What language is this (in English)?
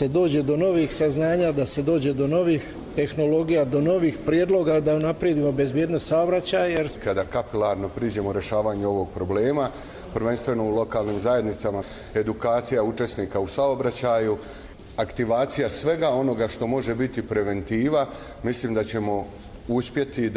Croatian